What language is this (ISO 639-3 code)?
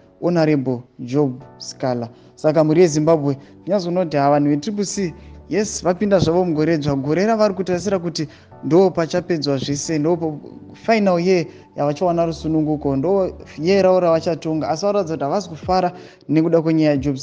sna